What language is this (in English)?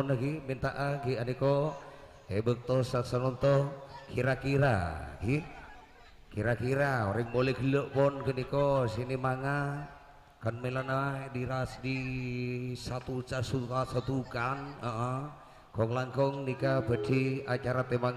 Madurese